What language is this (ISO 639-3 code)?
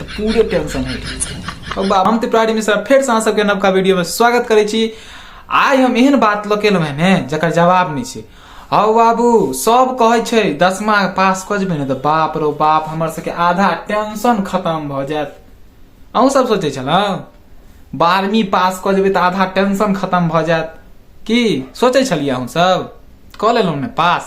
mai